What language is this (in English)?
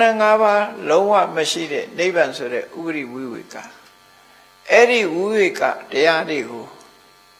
Burmese